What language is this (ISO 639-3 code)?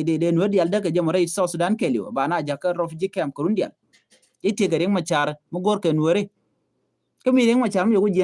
nus